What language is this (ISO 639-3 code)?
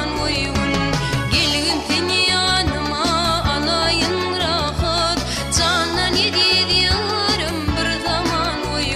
tuk